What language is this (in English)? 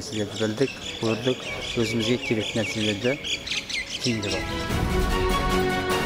Kazakh